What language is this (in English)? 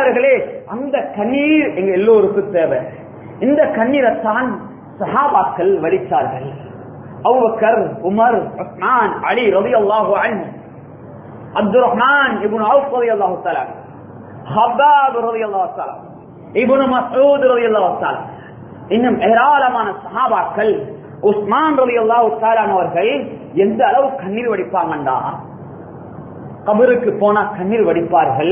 Tamil